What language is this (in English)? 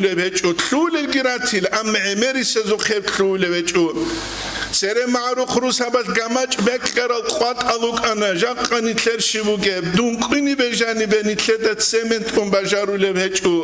Avaric